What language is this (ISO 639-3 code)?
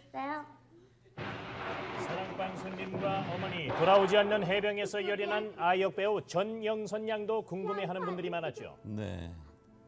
kor